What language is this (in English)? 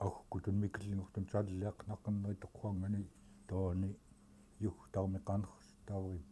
Central Yupik